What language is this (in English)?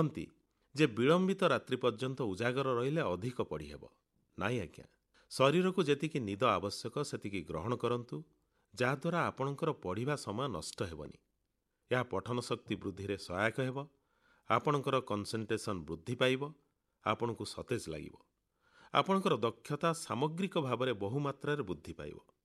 Odia